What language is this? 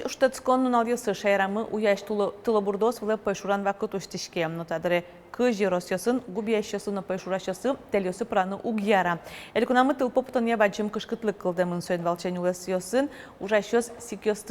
Udmurt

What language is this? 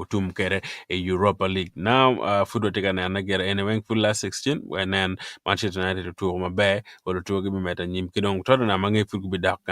Acoli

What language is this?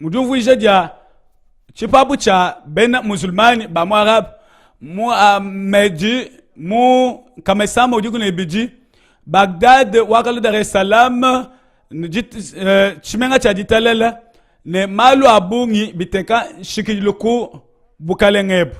Luba-Lulua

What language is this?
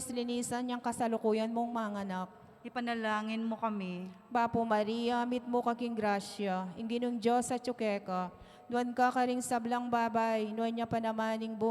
Pampanga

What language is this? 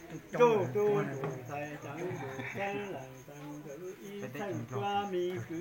Hmong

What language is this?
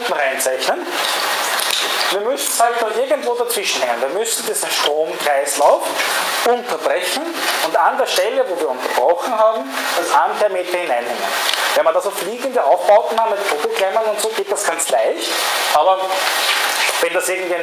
German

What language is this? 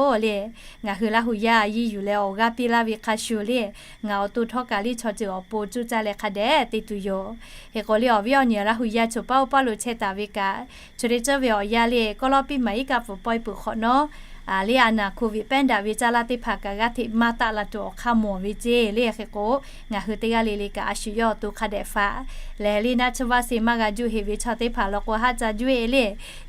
Lahu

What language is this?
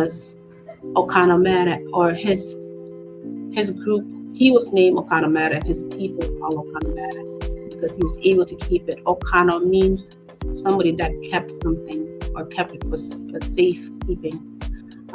Acoli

